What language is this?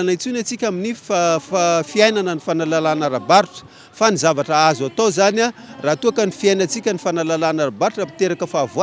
Malagasy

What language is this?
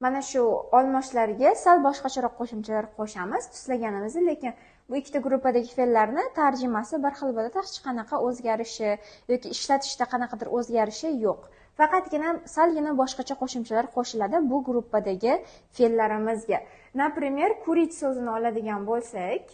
Uzbek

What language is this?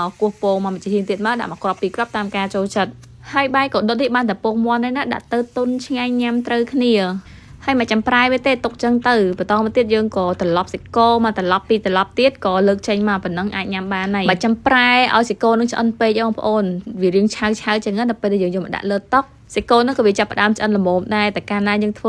Khmer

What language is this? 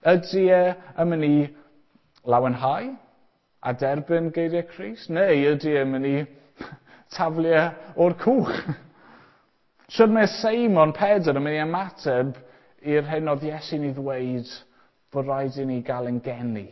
Welsh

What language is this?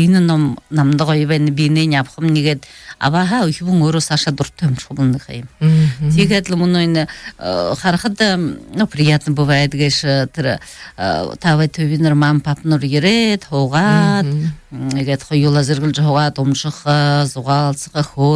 Buriat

